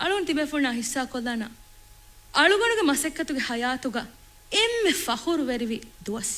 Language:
Divehi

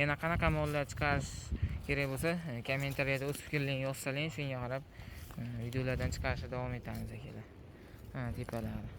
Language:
Uzbek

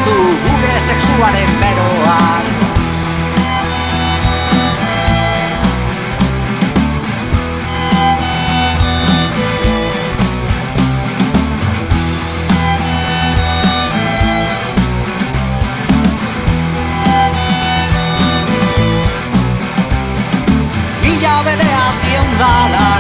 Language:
Basque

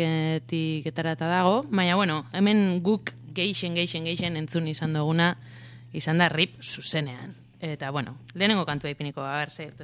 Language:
Basque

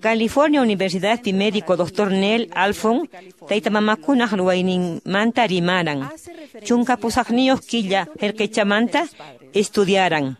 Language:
Quechua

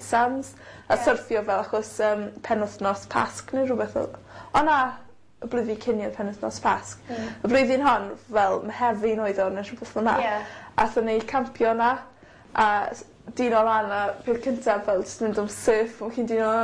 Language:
Welsh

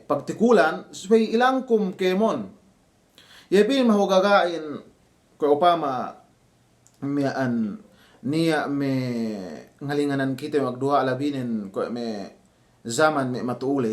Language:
Yakan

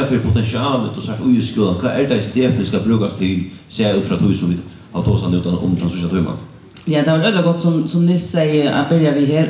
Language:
Faroese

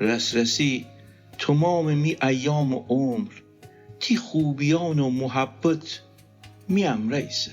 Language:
Gilaki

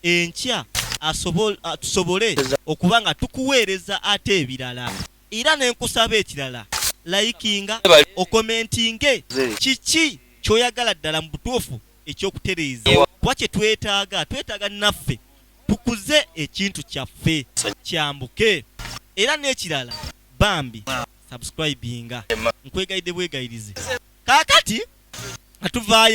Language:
Ganda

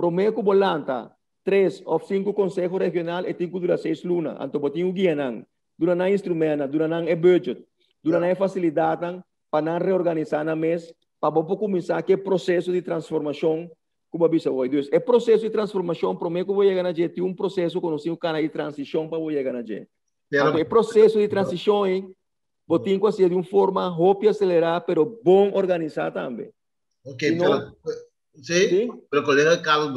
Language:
Papiamento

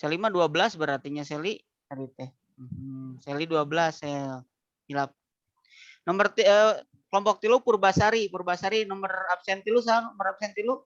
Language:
Sundanese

